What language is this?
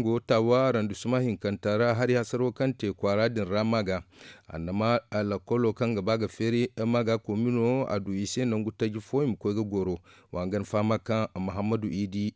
Zarma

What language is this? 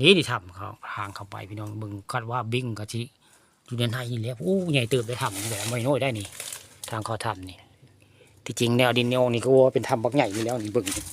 Northeastern Thai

